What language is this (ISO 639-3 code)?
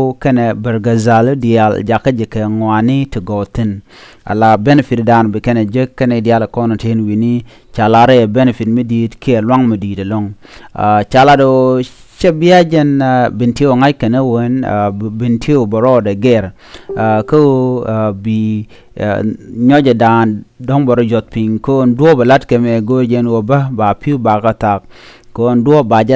nus